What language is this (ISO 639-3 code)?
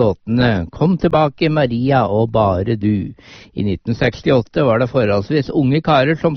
nor